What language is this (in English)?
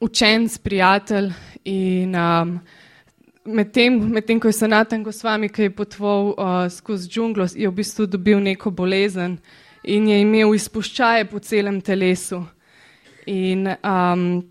Slovenian